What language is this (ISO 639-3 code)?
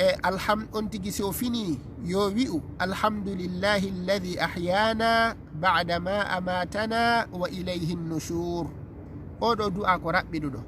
ful